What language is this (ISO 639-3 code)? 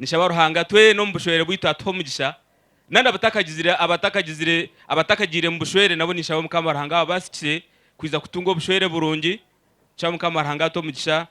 nyn